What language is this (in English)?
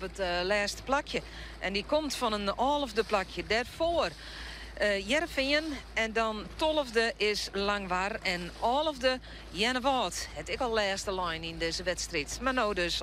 Western Frisian